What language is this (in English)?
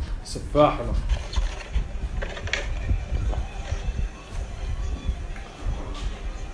Arabic